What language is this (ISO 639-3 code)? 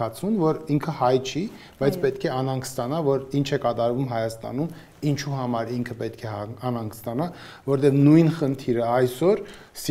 hye